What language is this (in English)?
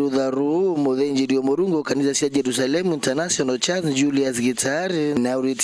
Meru